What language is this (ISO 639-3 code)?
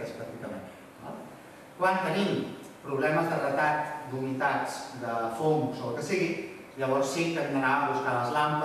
cat